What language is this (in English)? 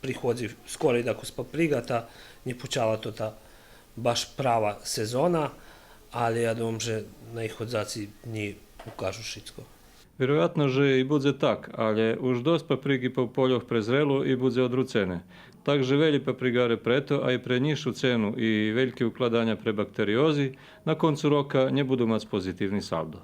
Rusyn